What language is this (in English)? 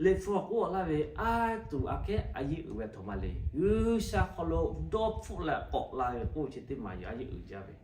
Lahu